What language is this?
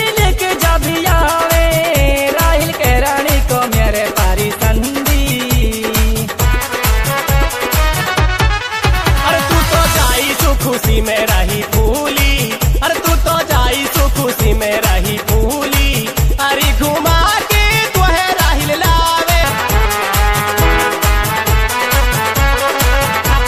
Bhojpuri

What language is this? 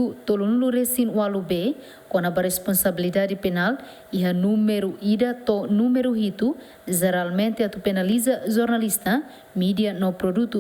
Tetum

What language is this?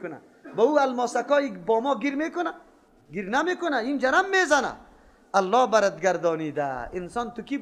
Persian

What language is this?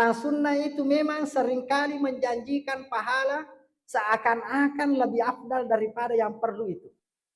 Buginese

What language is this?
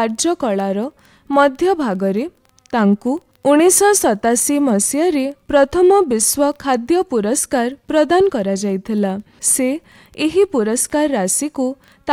Odia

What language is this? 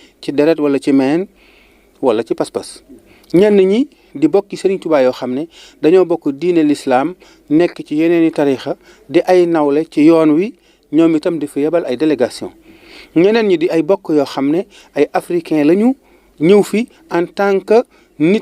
Wolof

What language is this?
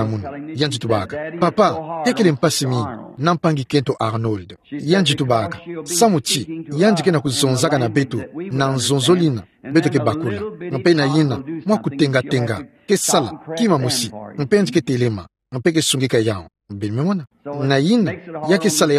Kituba (Democratic Republic of Congo)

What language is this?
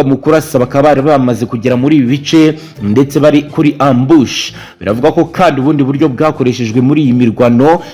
Kinyarwanda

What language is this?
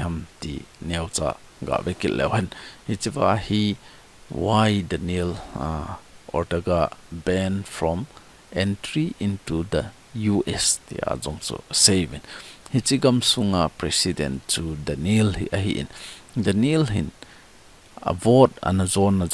Thado Chin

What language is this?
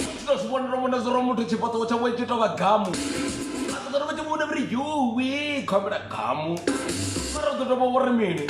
Venda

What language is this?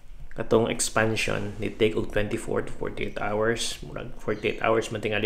Cebuano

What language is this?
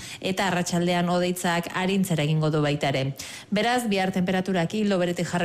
Basque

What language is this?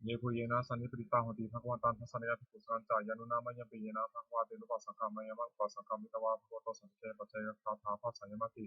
Pali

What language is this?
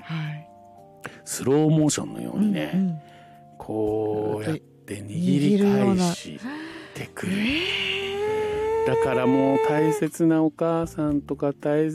Japanese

